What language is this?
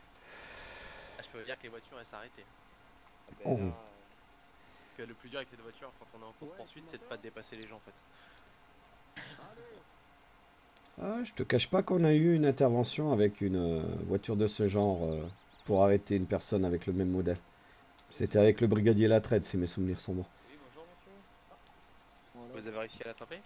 French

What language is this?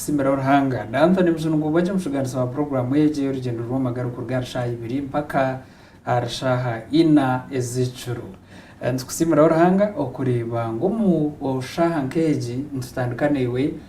Nyankole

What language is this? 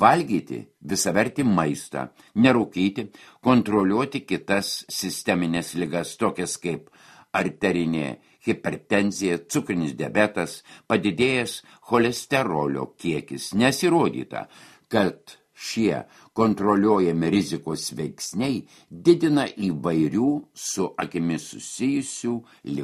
Lithuanian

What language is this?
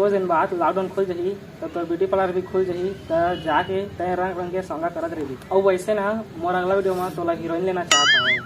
Chhattisgarhi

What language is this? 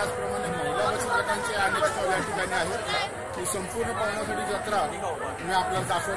Marathi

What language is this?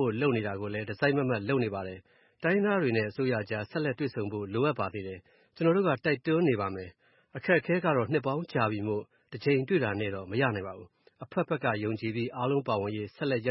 Burmese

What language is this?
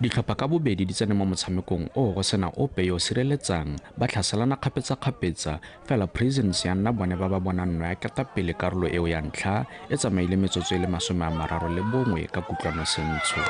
Tswana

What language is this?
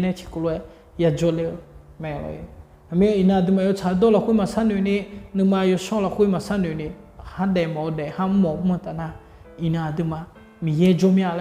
Akha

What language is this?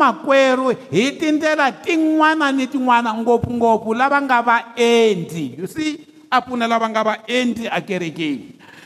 Tsonga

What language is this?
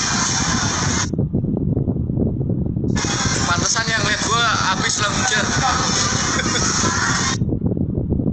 Indonesian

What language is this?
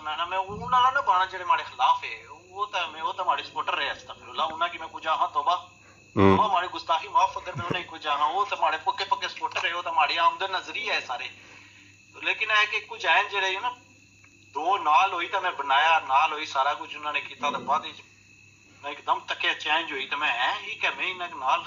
Pahari-Potwari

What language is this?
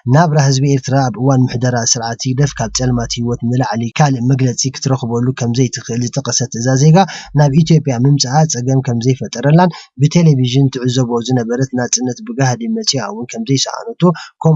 Tigrinya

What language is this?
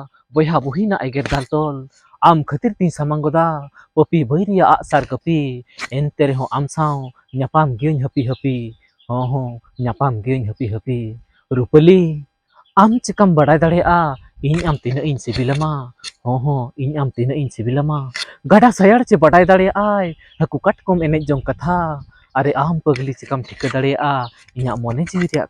Santali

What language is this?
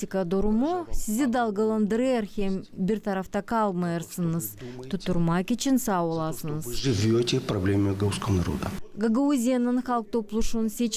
Gagauz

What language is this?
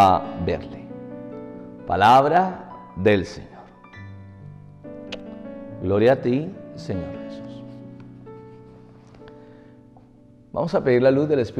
Spanish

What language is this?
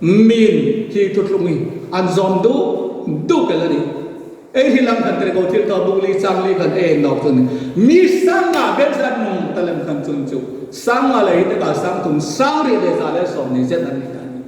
Hmar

